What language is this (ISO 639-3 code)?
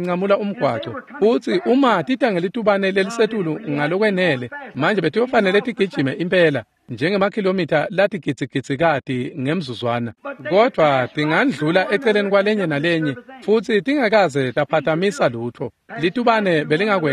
ssw